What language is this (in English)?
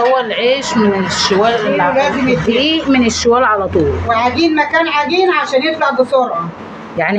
Egyptian Arabic